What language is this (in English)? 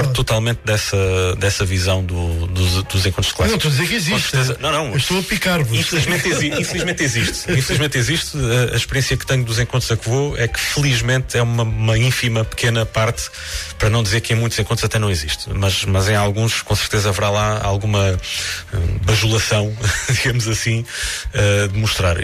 Portuguese